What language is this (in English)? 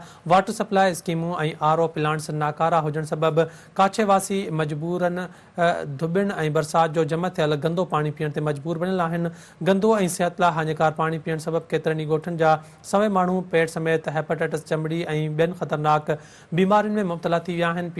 Sindhi